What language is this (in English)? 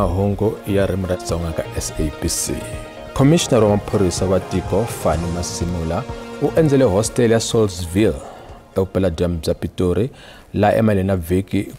Tsonga